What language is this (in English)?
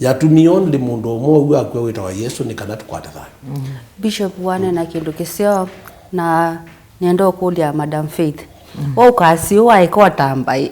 Kamba